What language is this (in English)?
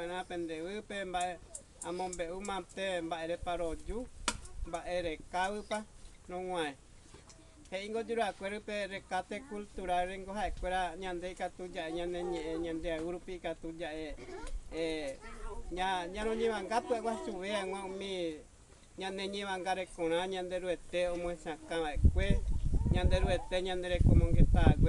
Guarani